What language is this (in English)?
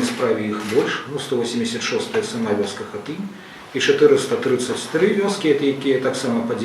Belarusian